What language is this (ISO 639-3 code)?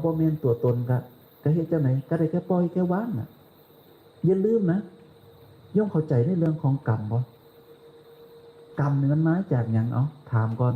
tts